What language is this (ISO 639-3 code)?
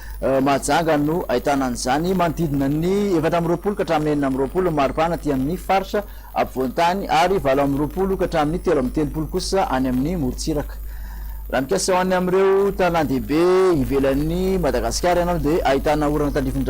mlg